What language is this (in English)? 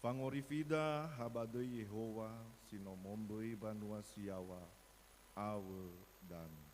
Nias